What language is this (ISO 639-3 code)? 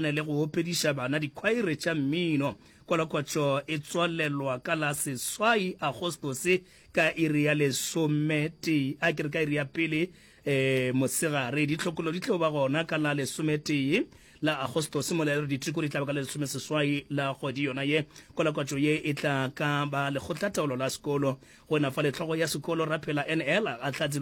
nso